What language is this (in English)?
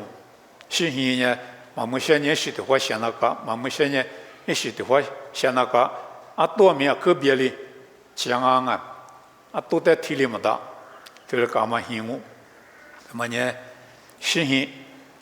Lisu